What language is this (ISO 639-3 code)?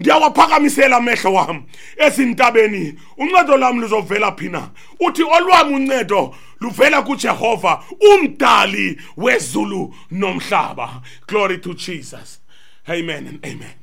xho